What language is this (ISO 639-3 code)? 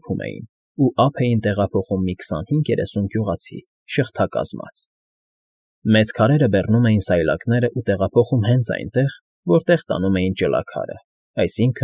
hye